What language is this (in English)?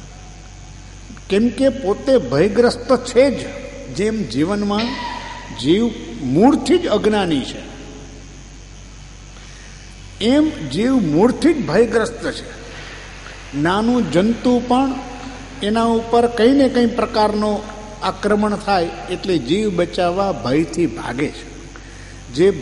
Gujarati